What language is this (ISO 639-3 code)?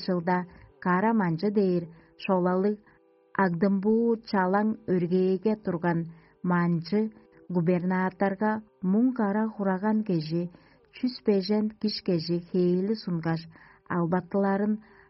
tyv